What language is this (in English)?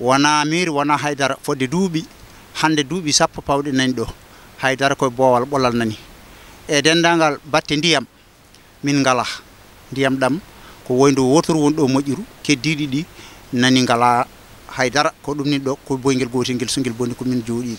Fula